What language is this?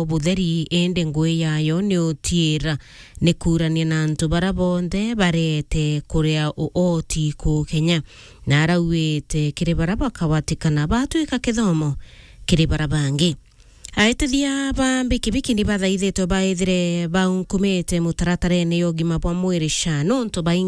Meru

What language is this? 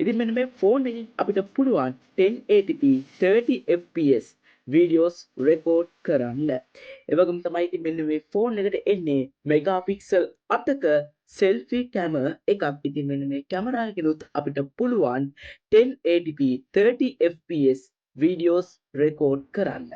Sinhala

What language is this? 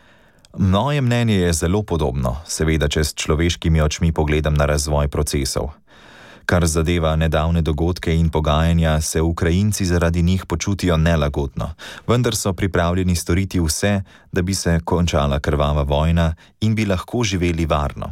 Slovenian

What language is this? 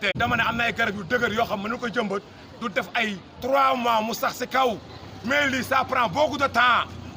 Wolof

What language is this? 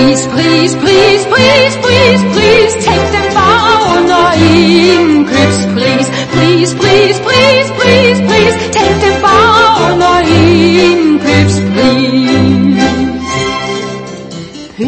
Danish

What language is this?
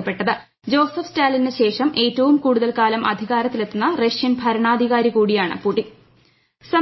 Malayalam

